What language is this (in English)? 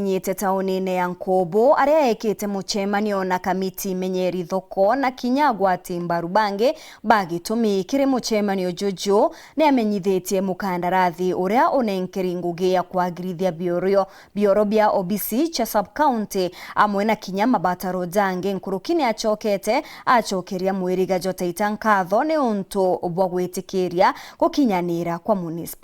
Meru